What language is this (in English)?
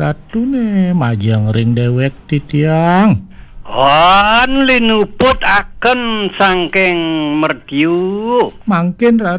Balinese